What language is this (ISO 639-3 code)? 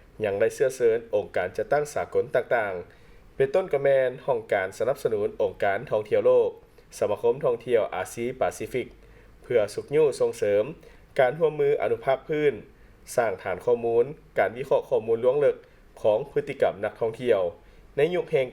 lao